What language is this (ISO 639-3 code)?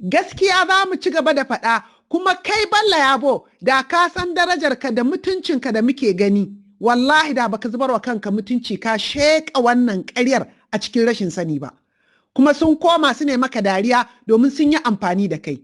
hau